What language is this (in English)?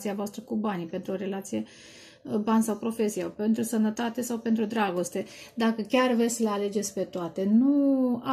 Romanian